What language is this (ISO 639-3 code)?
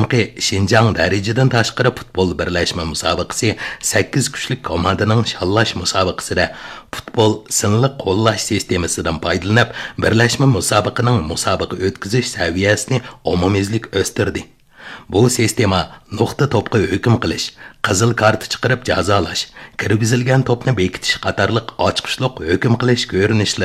uig